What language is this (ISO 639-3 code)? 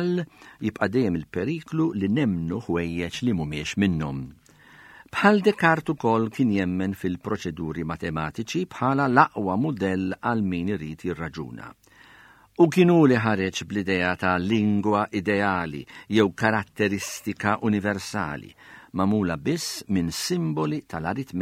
mlt